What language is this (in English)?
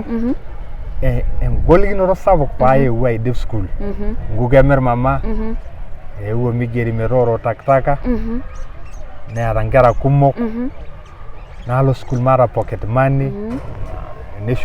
Masai